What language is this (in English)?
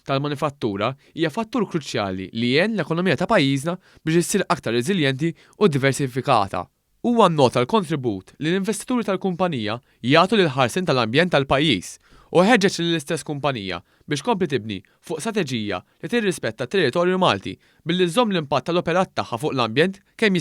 Maltese